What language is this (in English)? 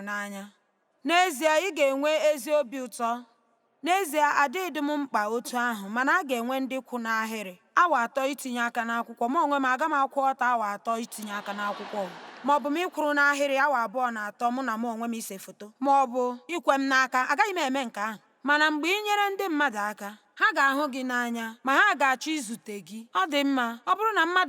Igbo